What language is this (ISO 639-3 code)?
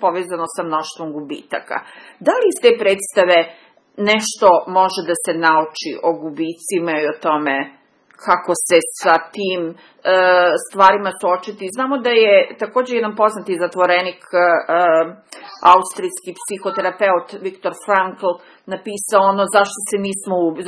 srp